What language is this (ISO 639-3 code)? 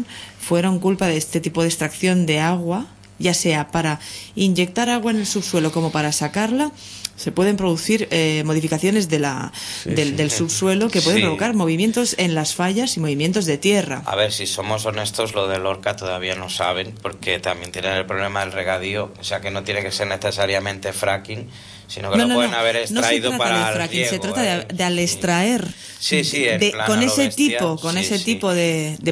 spa